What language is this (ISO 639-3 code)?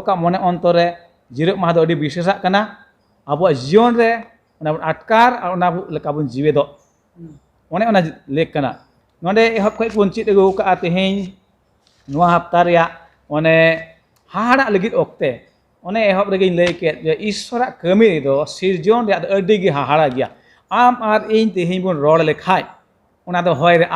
sat